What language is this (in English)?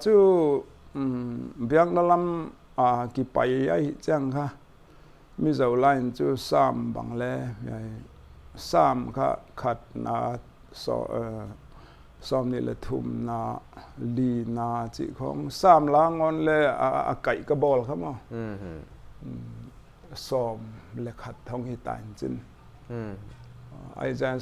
Paite Chin